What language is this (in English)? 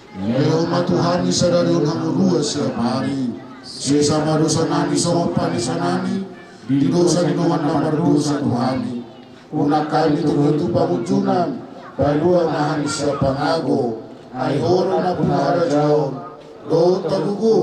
Batak Toba